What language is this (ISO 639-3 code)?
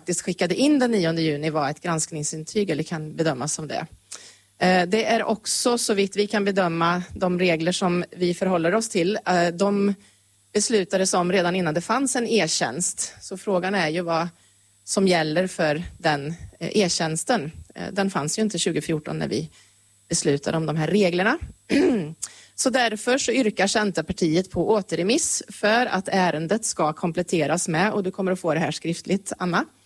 swe